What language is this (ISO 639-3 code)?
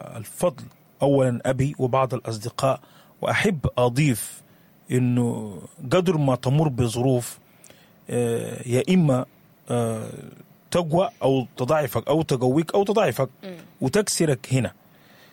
apd